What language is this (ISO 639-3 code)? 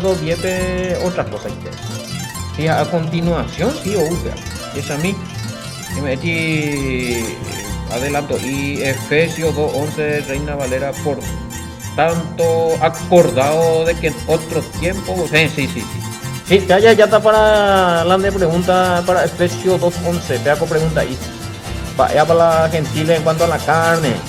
grn